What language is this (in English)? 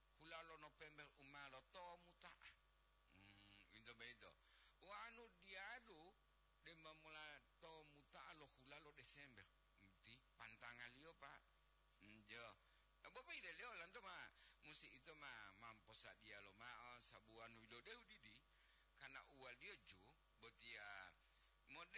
Gorontalo